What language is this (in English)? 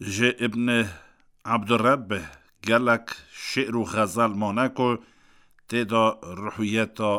Kurdish